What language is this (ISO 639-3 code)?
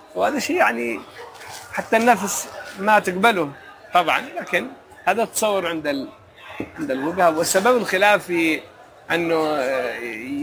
ara